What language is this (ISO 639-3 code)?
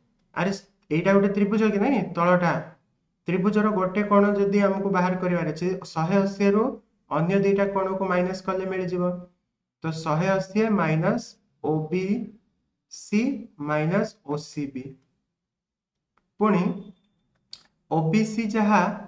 ori